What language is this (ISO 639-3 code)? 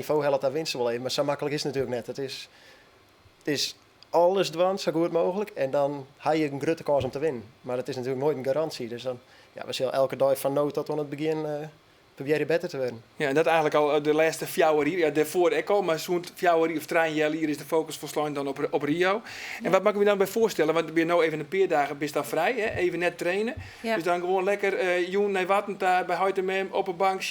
fry